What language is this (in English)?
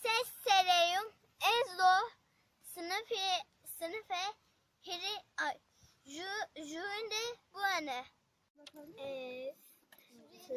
Zaza